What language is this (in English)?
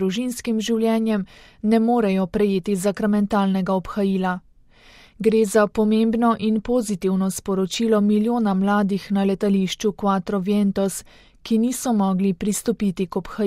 Slovenian